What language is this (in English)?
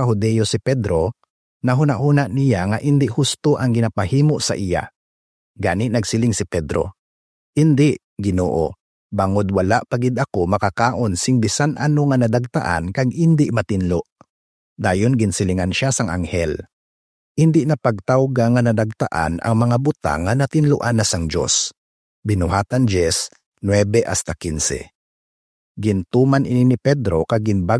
Hiligaynon